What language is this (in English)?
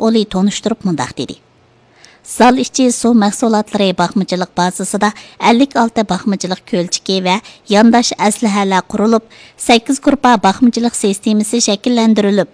Uyghur